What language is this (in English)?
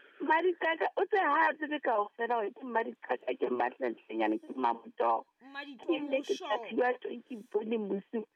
Southern Sotho